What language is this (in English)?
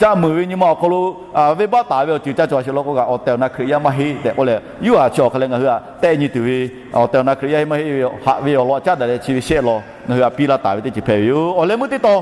Lahu